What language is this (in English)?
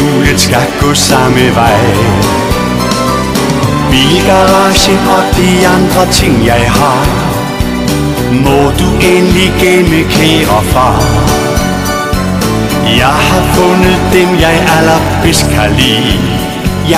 Danish